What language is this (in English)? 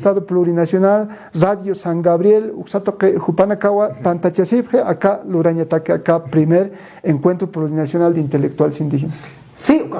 Aymara